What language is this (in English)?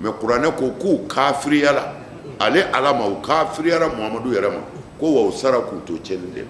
Bambara